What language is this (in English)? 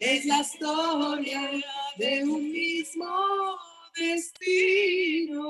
Ladino